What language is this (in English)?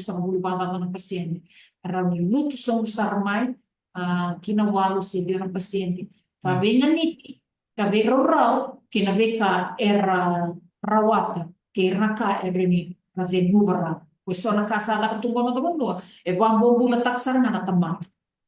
Fijian